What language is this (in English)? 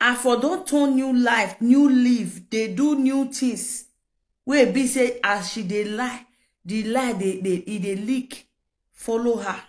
Nigerian Pidgin